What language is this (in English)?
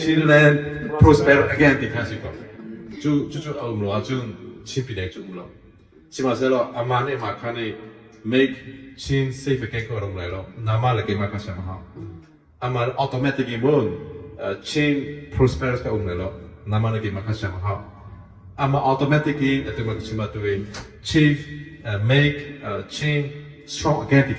Hakha Chin